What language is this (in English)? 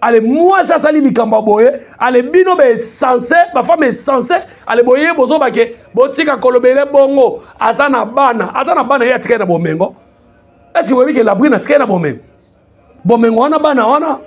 Lingala